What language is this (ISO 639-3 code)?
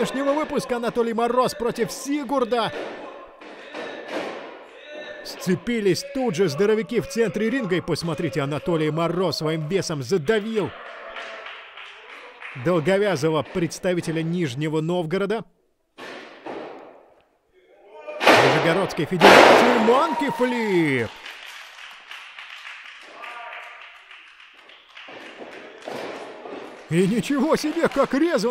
rus